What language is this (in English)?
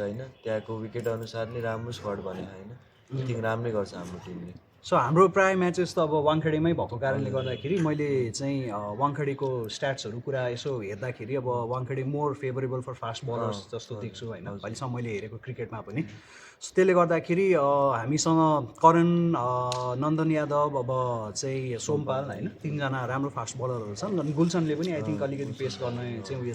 Nepali